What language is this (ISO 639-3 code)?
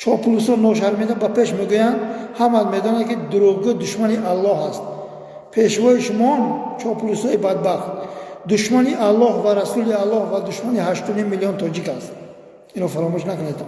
tgk